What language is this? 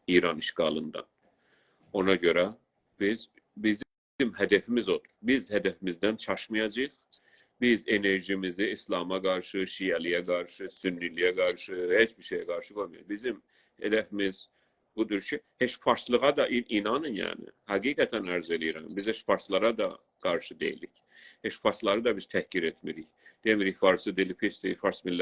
South Azerbaijani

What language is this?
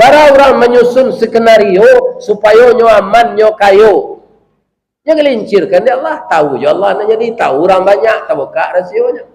Minangkabau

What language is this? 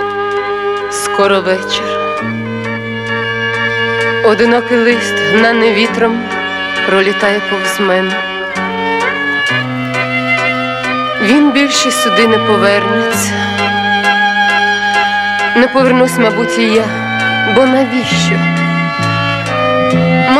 Ukrainian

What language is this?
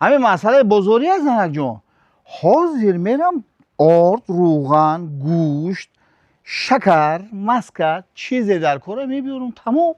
Tajik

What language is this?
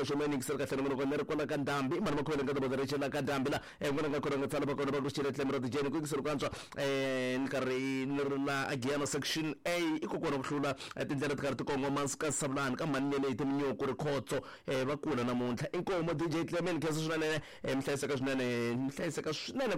Tsonga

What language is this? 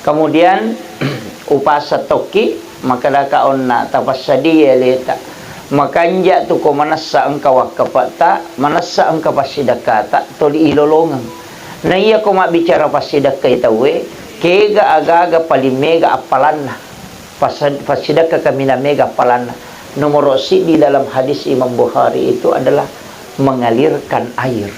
Buginese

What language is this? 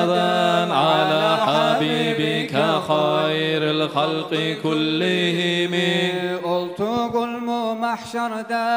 Kumyk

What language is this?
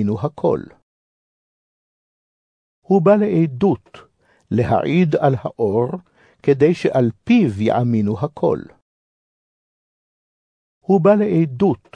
Hebrew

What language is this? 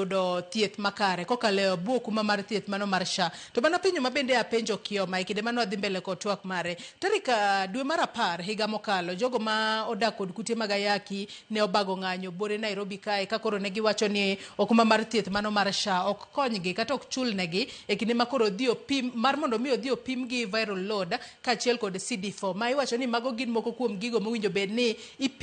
Luo (Kenya and Tanzania)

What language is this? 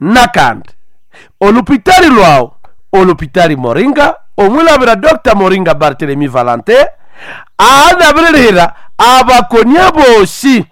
Nande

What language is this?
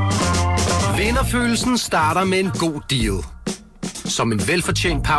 Danish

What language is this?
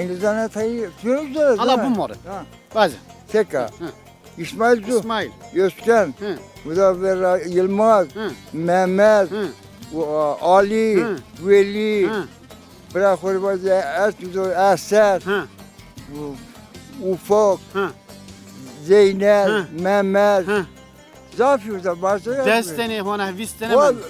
Zaza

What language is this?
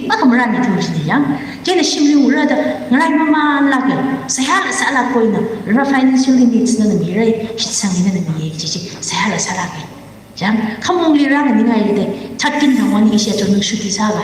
Tangkhul Naga (India)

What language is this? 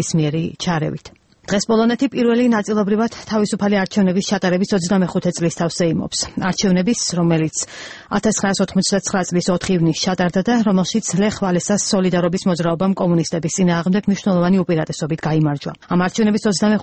Georgian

